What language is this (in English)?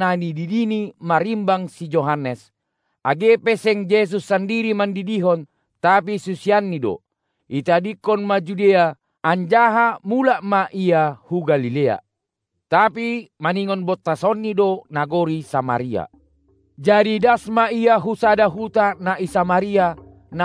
Batak Simalungun